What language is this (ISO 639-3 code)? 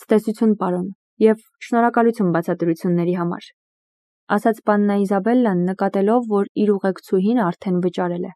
hye